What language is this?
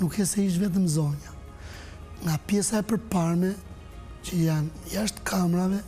Albanian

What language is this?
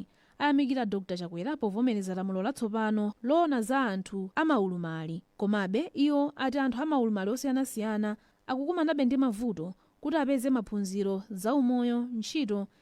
Nyanja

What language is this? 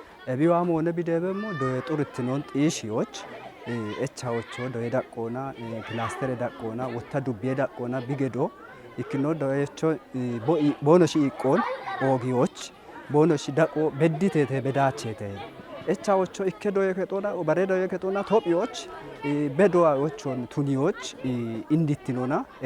Kafa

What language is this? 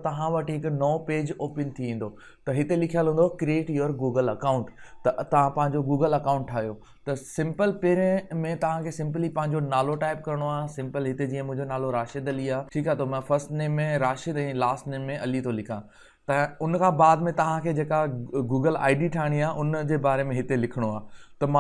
Sindhi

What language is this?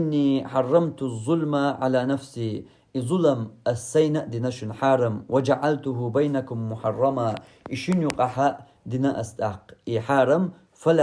Chechen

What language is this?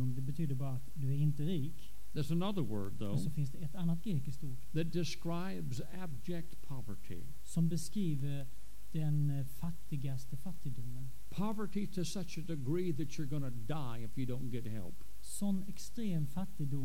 Swedish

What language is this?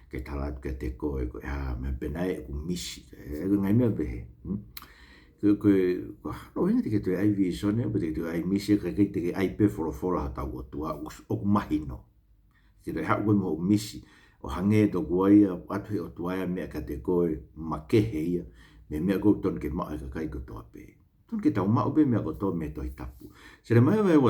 Tongan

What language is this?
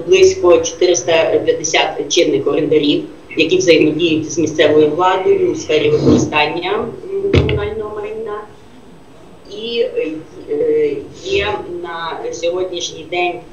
Ukrainian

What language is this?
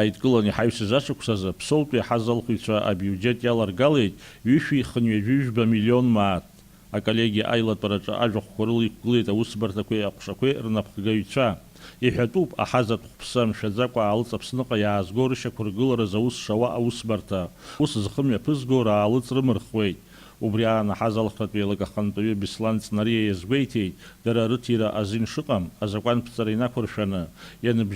Abkhazian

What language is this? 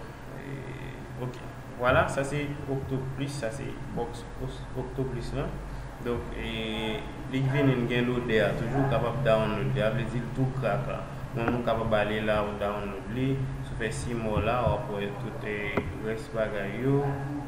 Haitian Creole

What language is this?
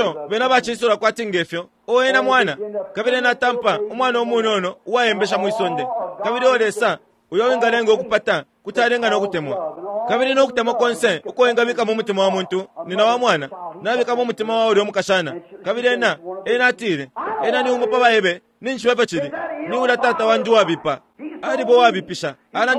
Bemba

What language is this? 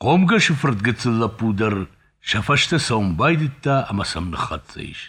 Ossetic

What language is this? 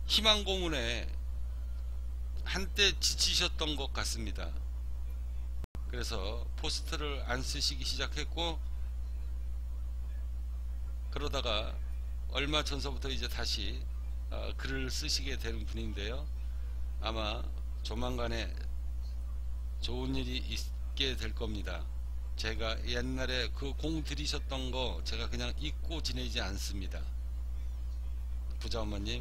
Korean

